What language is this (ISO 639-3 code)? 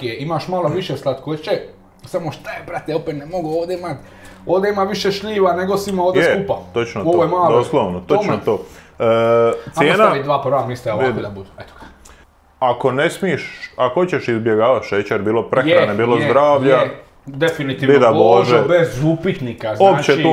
hrv